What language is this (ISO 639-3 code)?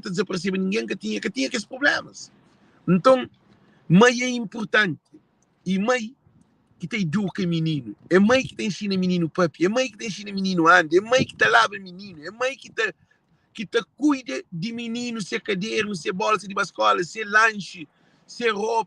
kea